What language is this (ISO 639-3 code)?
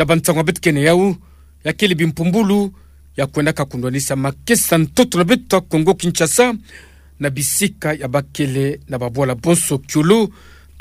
ktu